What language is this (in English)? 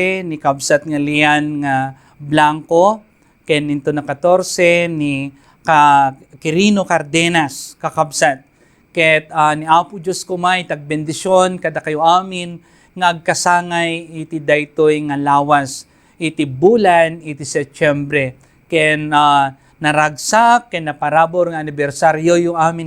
Iloko